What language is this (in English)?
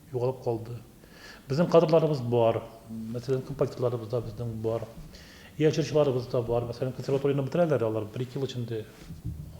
Tatar